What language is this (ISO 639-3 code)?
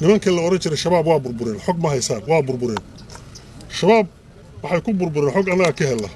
som